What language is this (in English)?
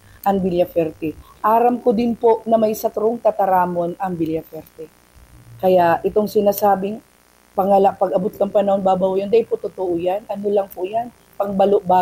Bikol